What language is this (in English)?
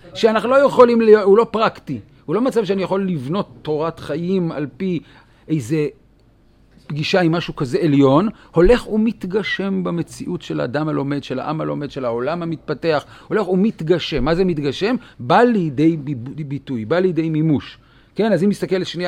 Hebrew